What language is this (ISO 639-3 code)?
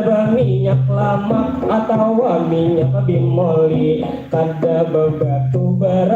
bjn